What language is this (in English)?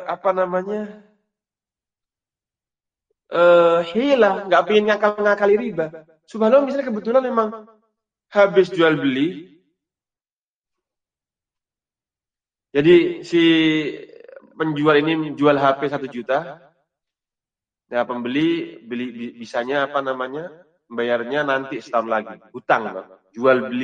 Indonesian